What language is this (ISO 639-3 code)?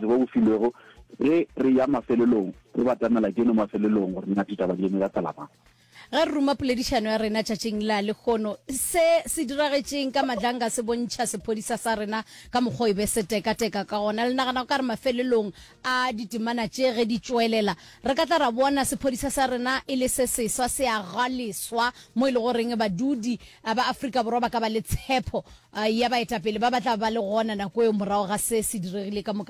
nso